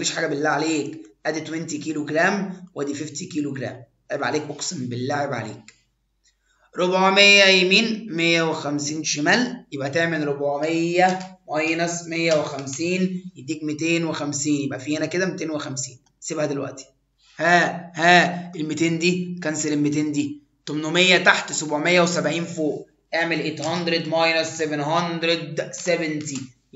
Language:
Egyptian Arabic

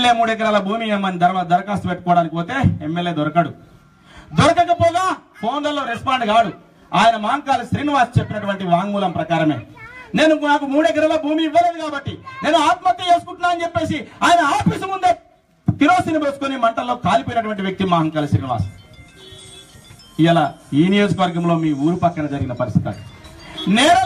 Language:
Telugu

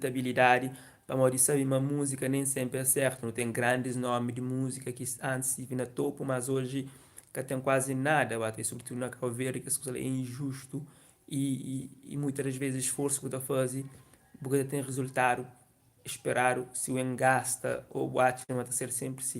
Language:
Kabuverdianu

